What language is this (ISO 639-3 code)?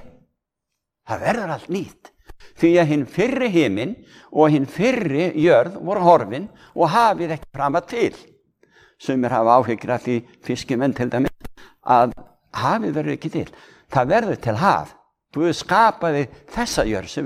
isl